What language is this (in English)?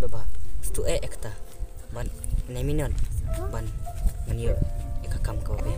Khasi